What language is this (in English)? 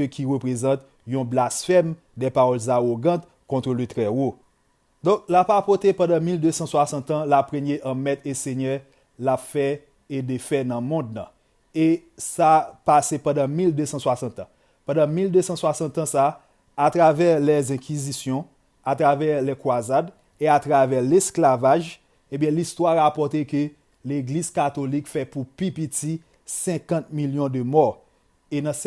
Haitian Creole